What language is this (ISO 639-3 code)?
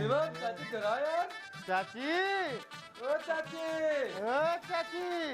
awa